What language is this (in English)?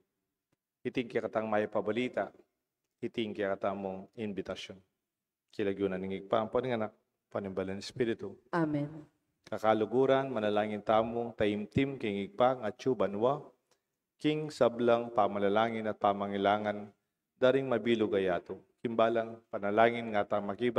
Pampanga